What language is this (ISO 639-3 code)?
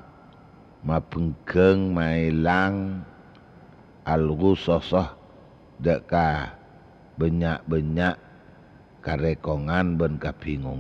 mad